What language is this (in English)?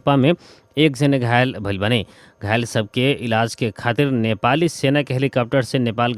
Bhojpuri